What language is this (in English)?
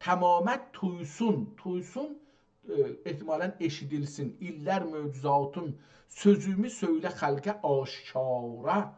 South Azerbaijani